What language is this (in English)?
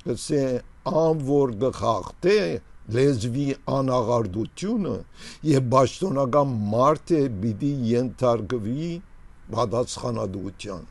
Armenian